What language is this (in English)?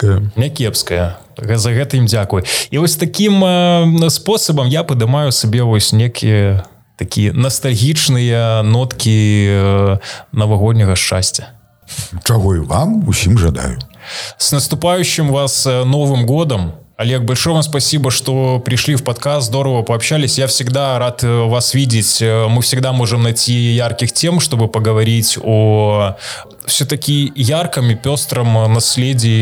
Belarusian